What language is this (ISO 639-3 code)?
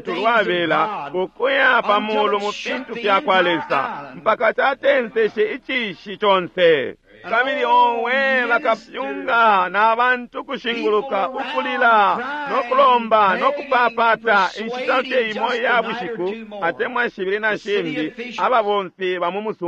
bem